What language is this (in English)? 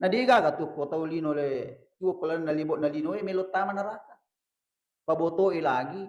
Buginese